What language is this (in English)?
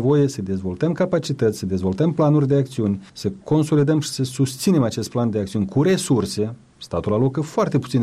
Romanian